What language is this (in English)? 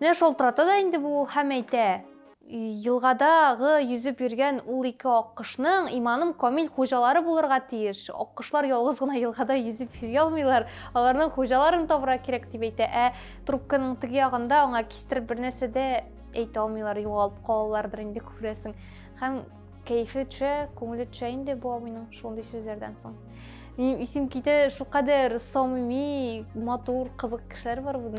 Tatar